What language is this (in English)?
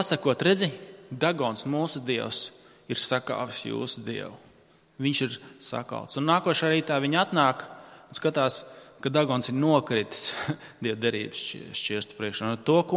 Latvian